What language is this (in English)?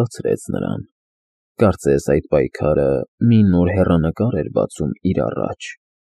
Armenian